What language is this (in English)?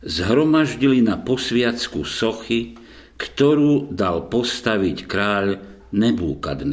Slovak